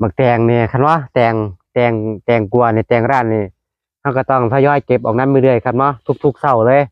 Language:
Northeastern Thai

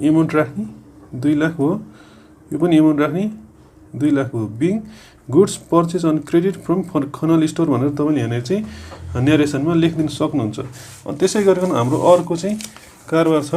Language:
Nepali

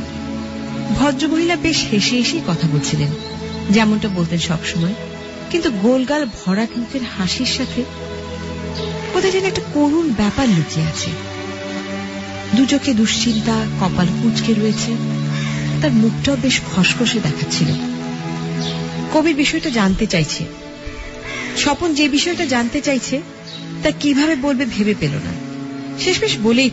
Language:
Bangla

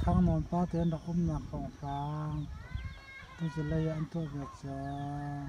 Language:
Hakha Chin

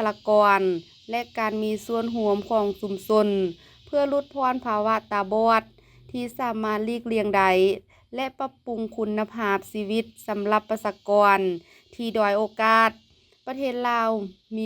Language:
Lao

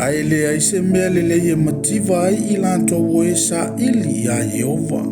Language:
Samoan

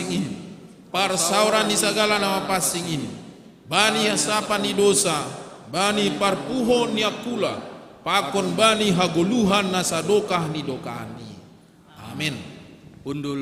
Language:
Batak Simalungun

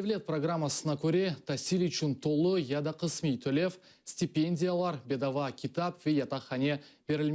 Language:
Crimean Tatar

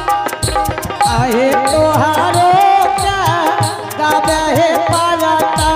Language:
Angika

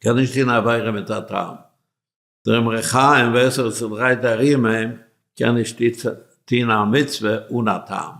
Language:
Yiddish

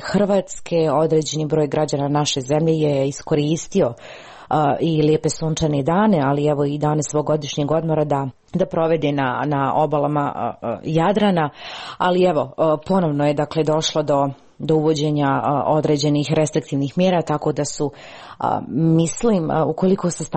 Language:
Croatian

